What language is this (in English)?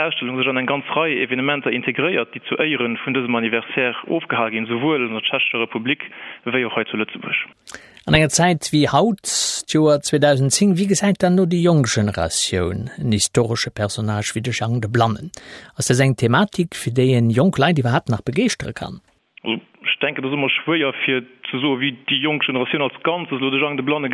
Luxembourgish